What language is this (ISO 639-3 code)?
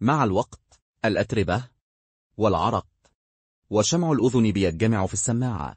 arz